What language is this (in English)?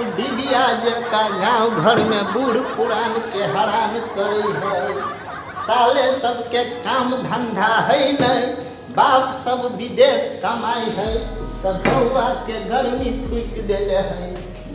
Maithili